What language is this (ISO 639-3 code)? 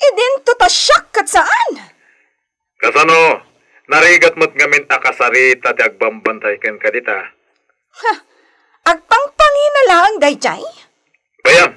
ilo